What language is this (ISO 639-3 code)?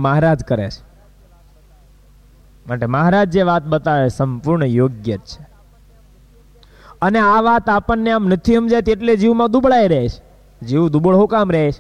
guj